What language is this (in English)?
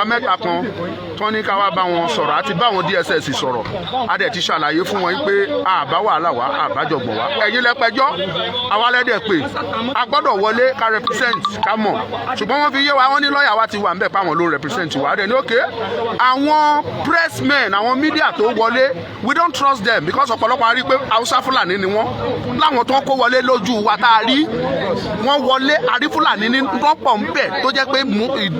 Yoruba